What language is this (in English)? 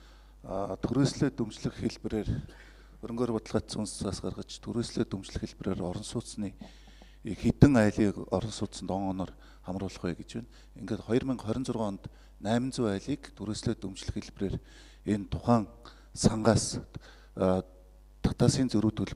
Mongolian